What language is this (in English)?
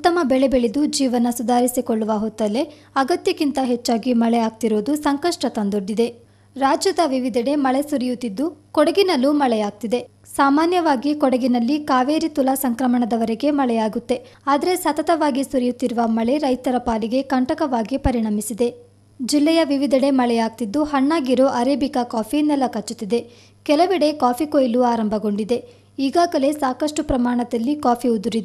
Kannada